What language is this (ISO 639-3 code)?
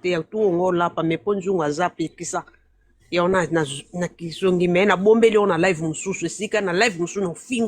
lin